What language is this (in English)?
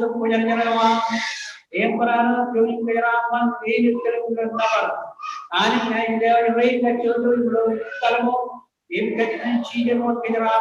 Marshallese